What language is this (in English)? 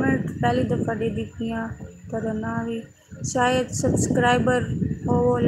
Saraiki